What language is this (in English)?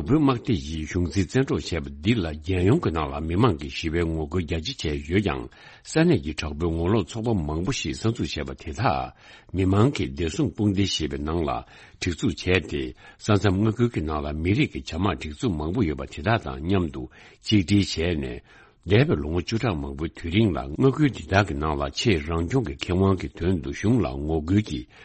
Tibetan